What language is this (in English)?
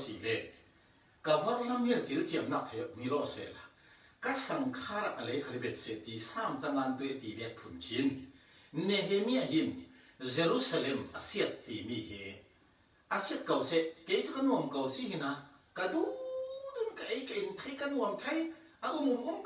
Falam Chin